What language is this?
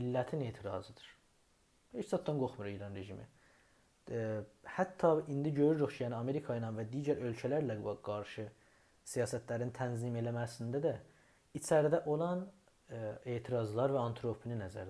South Azerbaijani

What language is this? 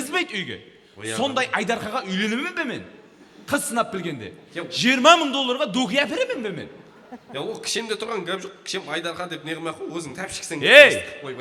Kara-Kalpak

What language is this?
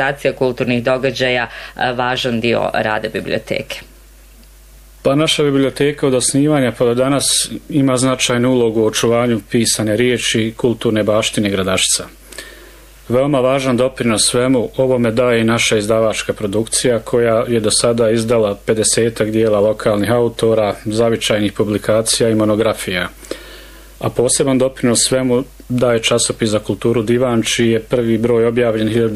Bosnian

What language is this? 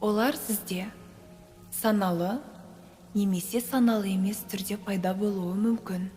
Kazakh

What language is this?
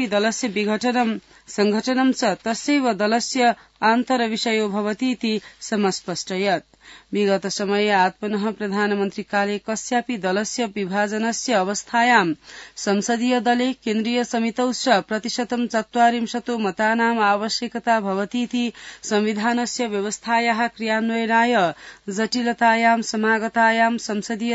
Sanskrit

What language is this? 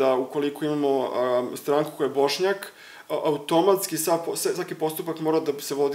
Serbian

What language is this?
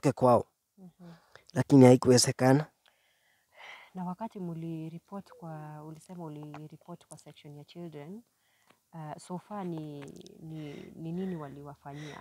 Swahili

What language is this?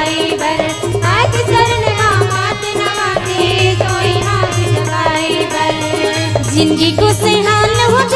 Chhattisgarhi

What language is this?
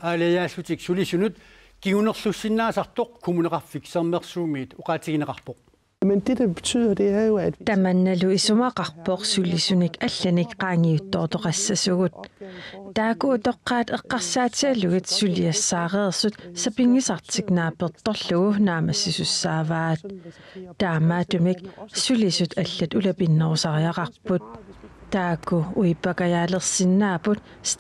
Kalaallisut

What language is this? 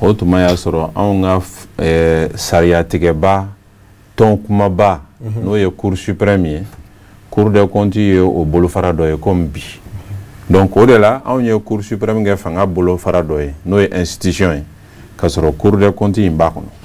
Bambara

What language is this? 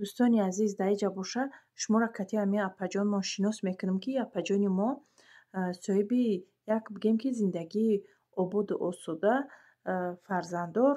Tajik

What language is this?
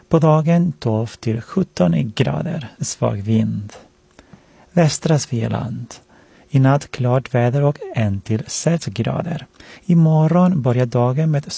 Swedish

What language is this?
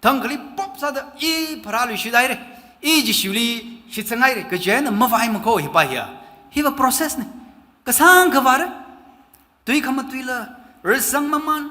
Tangkhul Naga (India)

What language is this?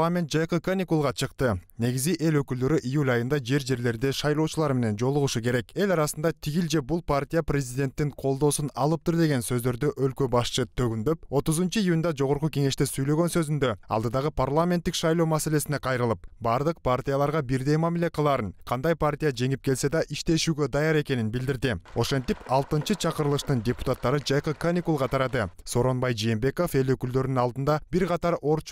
Kyrgyz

